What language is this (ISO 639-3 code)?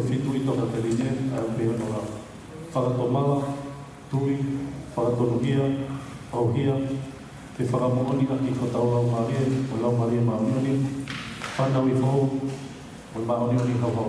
ton